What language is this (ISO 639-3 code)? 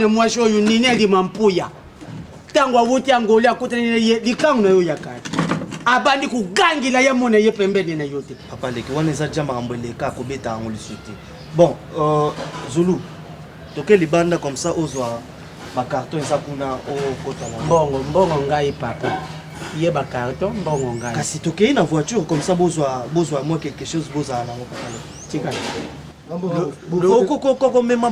lin